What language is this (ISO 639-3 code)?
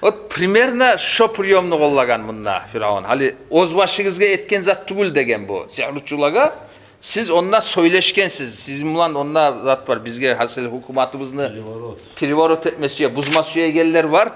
kum